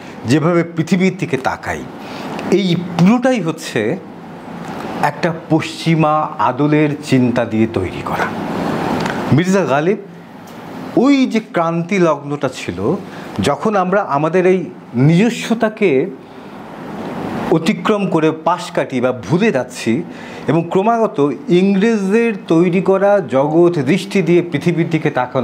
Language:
Bangla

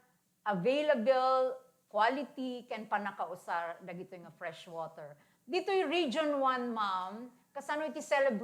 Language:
Iloko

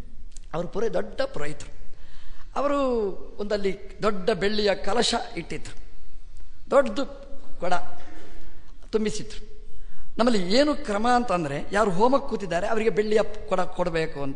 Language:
Kannada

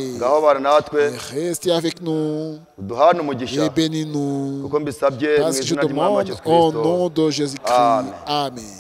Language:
Kinyarwanda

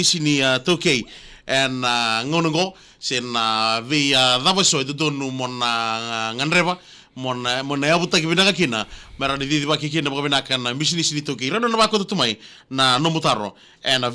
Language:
Fijian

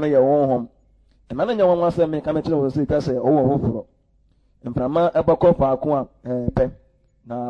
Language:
Akan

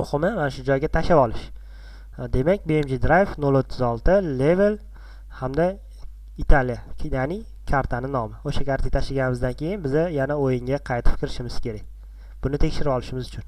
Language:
Uzbek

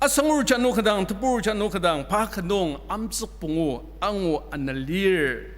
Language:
Ao Naga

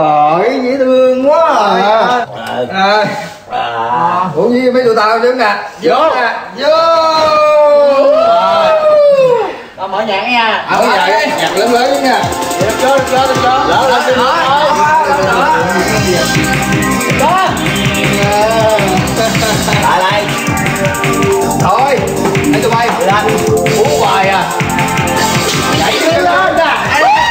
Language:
Vietnamese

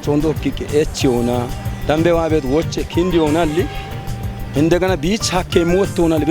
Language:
Kafa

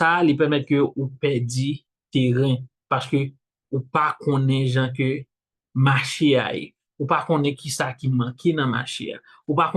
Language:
Haitian Creole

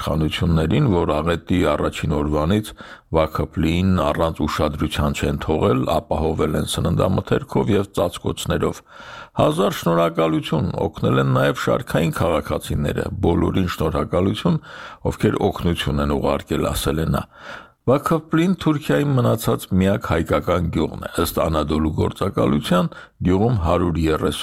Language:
Armenian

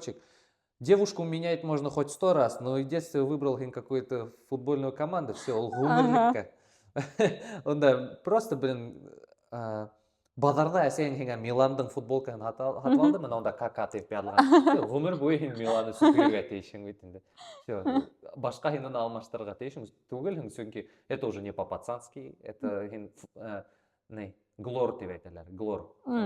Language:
Bashkir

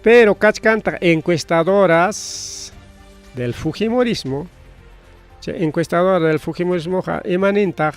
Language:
Ayacucho Quechua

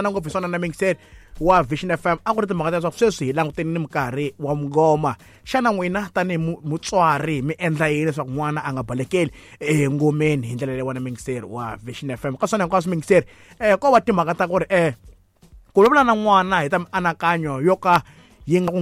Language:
Tsonga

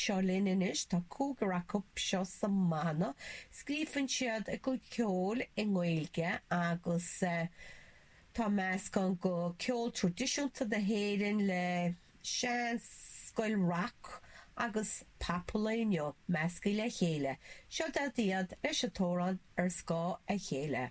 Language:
Irish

